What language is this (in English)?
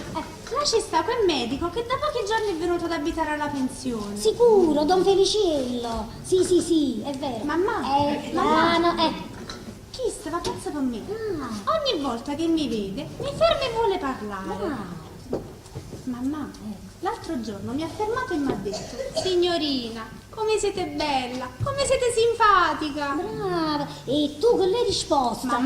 Neapolitan